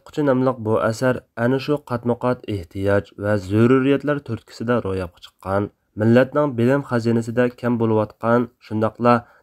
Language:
Uyghur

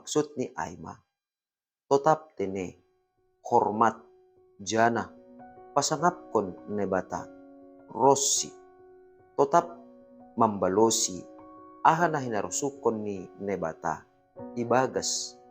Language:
Batak Simalungun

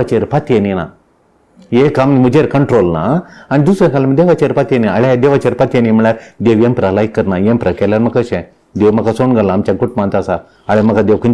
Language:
Konkani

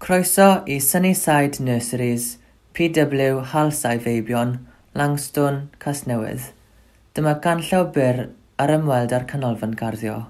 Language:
Welsh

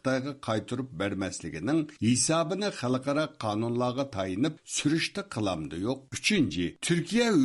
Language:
Uyghur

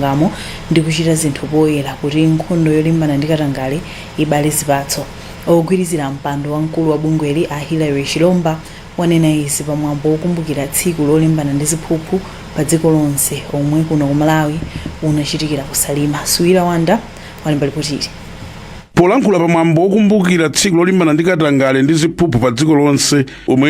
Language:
Nyanja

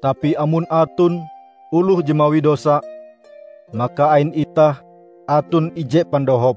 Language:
Ngaju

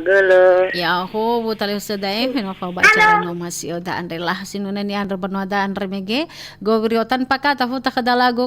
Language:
Nias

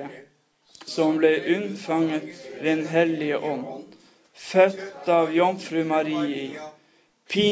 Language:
Norwegian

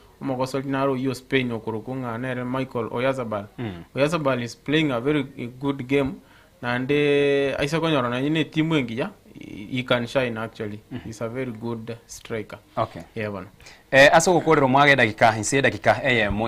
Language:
Gusii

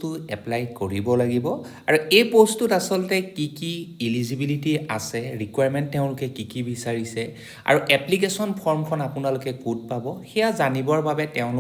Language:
Assamese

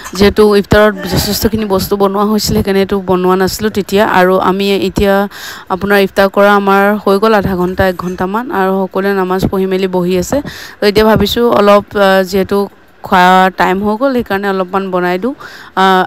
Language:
Assamese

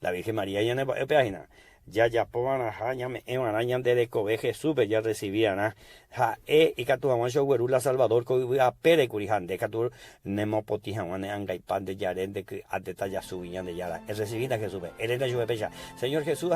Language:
Guarani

